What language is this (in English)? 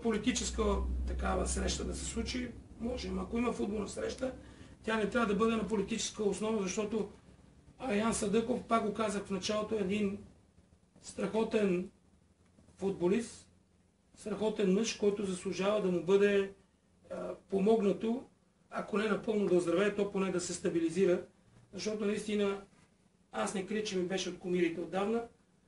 Bulgarian